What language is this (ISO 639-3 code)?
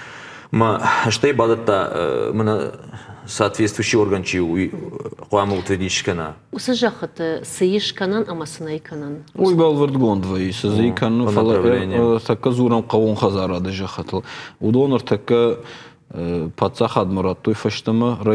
oss